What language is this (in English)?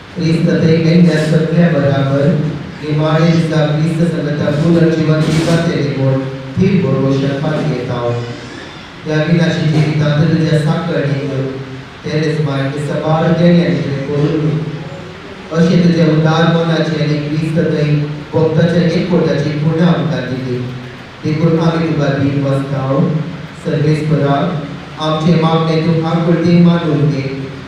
Konkani